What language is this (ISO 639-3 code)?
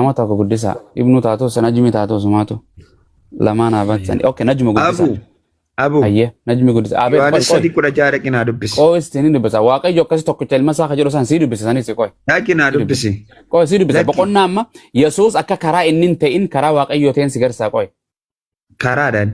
orm